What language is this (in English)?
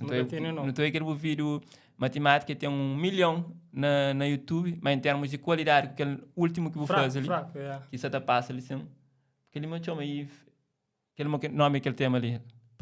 Kabuverdianu